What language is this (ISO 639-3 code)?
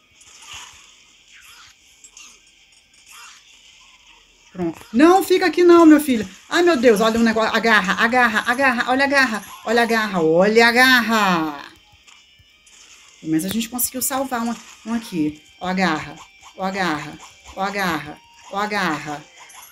por